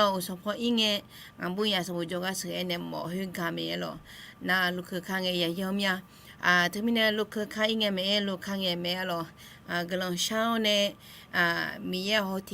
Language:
Akha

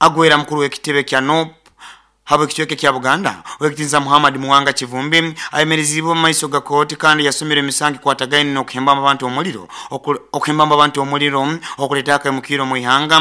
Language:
Nyoro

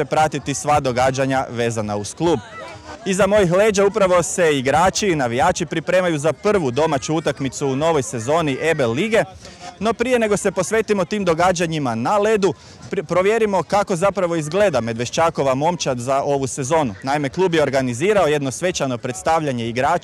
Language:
Croatian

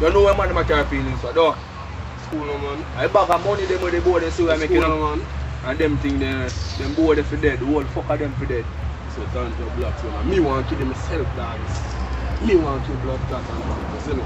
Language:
Jamaican Creole English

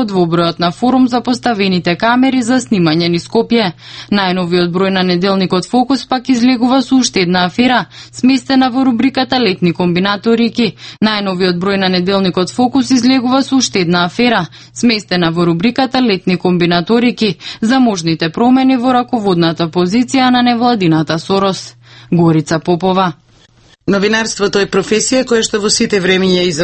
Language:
Macedonian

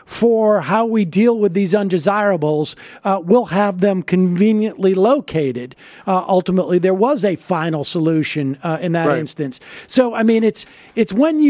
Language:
English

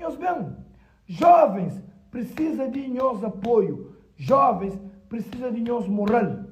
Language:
Kabuverdianu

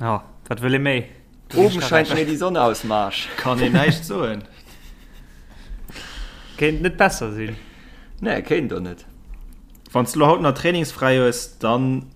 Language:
Luxembourgish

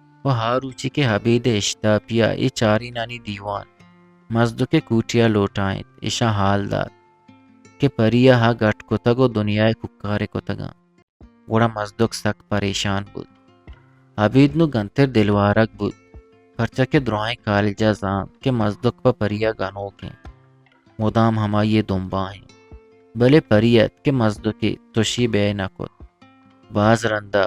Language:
Eastern Balochi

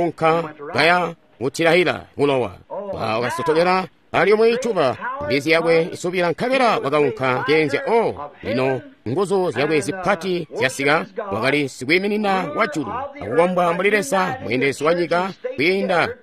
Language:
Tonga (Zambia)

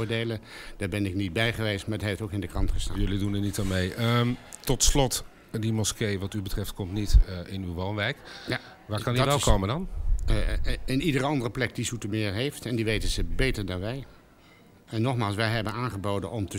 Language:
Dutch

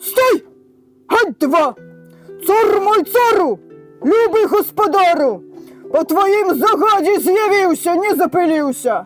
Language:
Belarusian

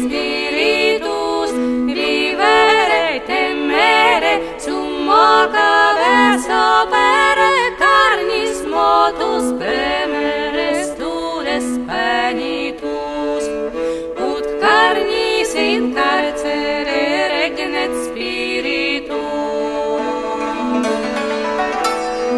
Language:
Latin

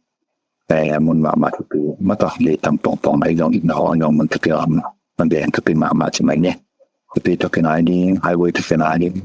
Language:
Tedim Chin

